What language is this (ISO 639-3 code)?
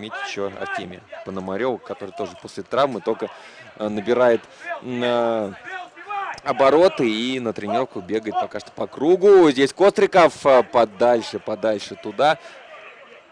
rus